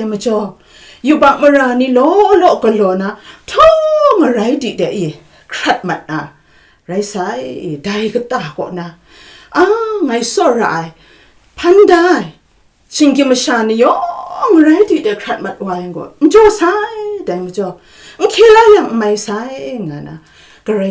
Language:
Kachin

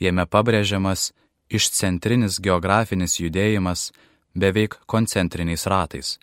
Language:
Lithuanian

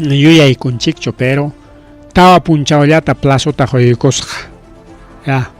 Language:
Ayacucho Quechua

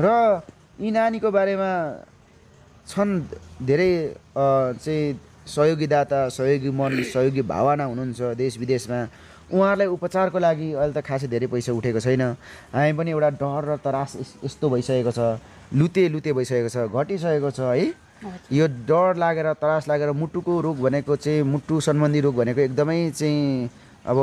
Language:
Nepali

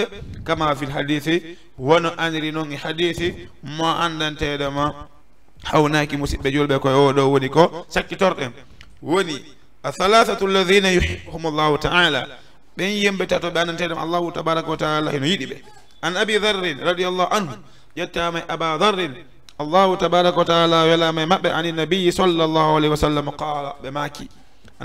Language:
Fula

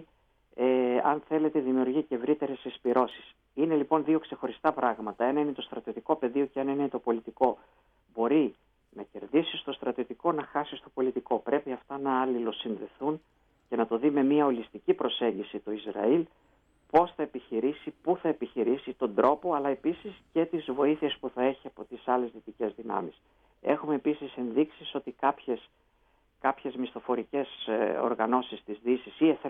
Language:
Greek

